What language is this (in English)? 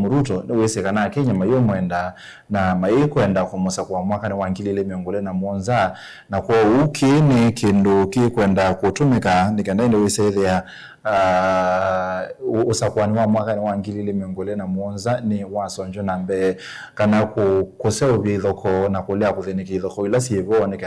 Kamba